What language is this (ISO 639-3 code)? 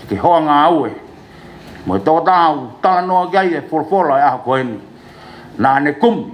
ton